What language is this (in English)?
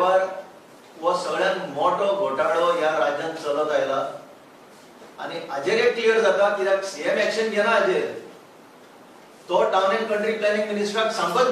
Konkani